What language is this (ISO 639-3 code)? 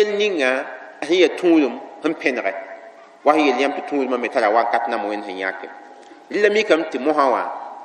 mos